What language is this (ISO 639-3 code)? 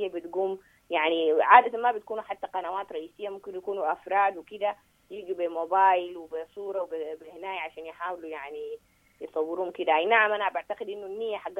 apd